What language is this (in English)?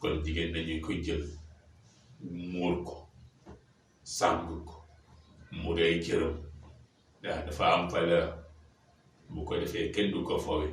Wolof